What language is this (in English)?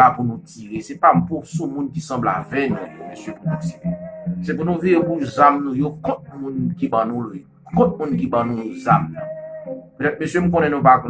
Haitian Creole